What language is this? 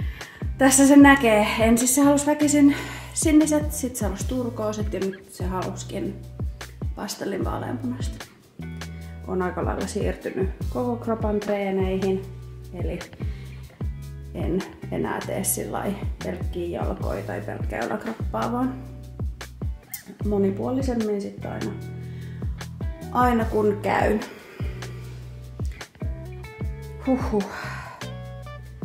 Finnish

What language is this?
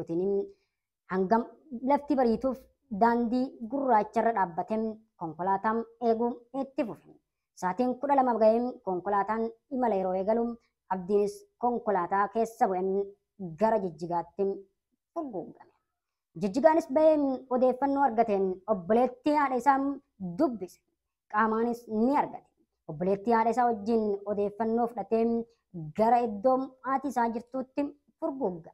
Oromo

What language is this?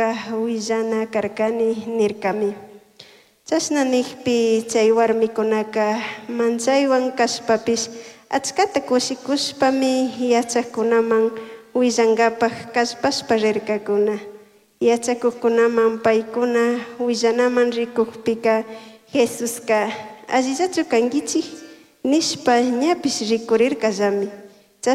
Chimborazo Highland Quichua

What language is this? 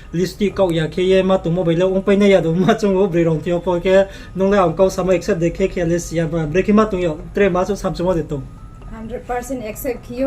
Riang (India)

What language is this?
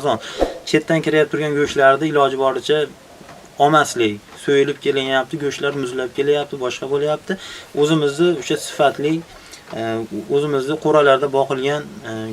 Uzbek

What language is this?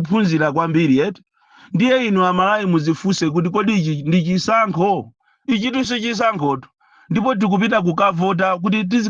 Nyanja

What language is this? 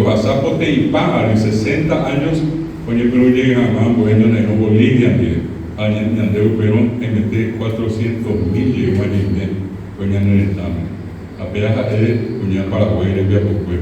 Guarani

